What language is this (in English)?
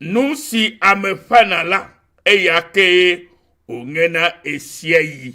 Ewe